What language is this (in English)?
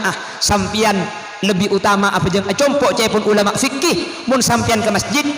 Madurese